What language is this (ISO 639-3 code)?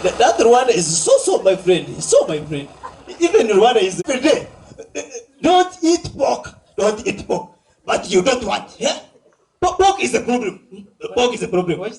nyn